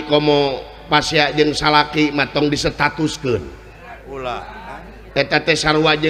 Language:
Sundanese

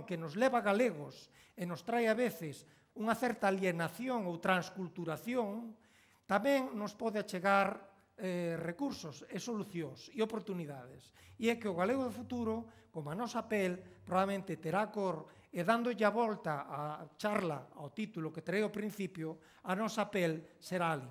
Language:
Galician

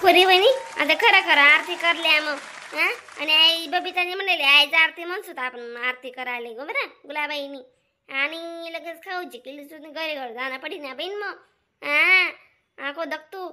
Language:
Khandesi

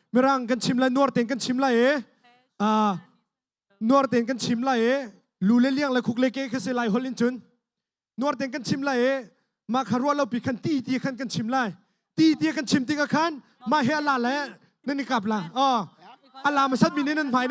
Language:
Hakha Chin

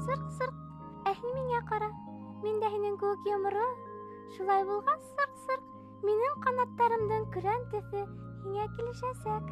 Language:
Bashkir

